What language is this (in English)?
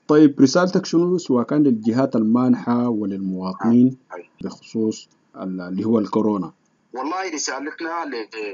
Sudanese Arabic